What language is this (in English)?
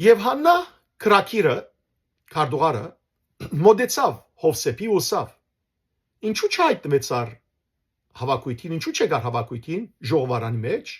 Western Armenian